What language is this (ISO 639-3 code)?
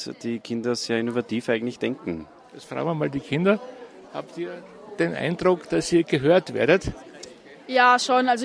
deu